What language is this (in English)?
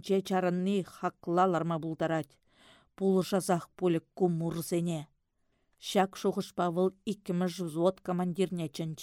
Chuvash